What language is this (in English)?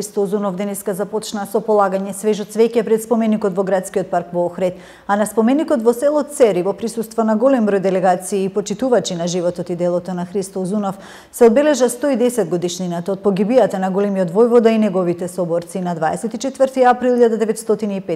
Macedonian